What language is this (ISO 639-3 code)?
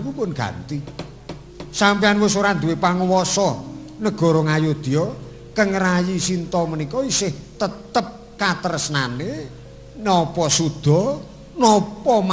jav